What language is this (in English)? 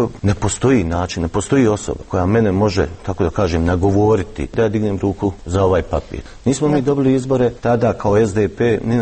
Croatian